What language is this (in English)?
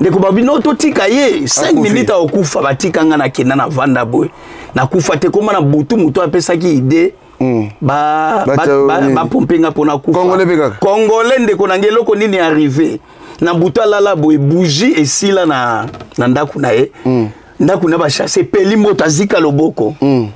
Lingala